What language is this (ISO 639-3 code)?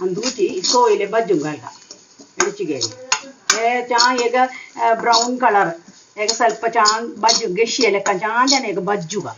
kok